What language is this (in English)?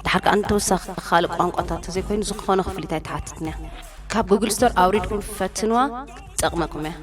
Tigrinya